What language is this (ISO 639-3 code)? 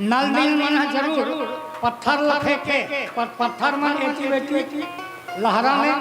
hne